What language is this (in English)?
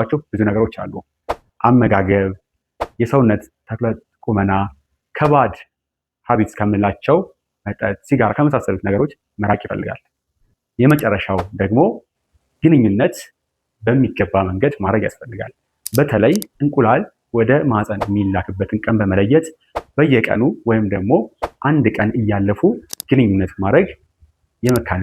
Amharic